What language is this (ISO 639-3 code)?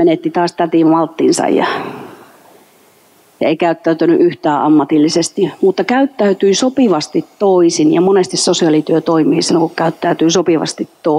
fin